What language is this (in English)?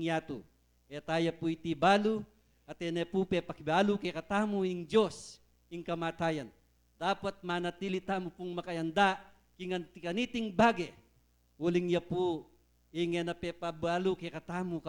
Pampanga